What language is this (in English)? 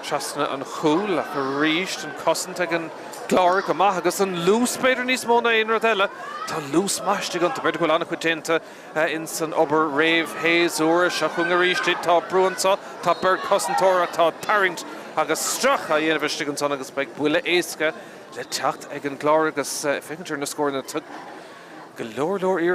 Irish